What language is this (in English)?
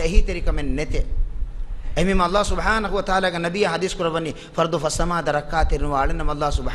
Divehi